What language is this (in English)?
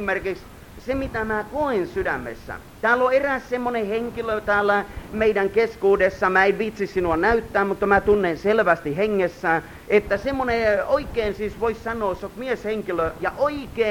Finnish